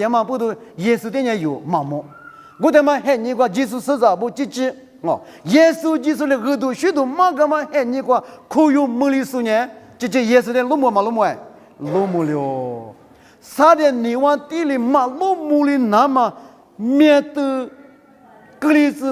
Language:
Lisu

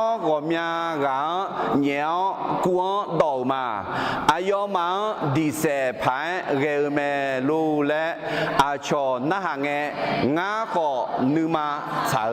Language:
Akha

